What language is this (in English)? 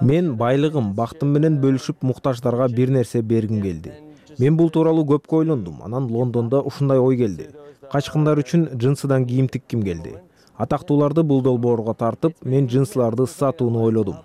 Kyrgyz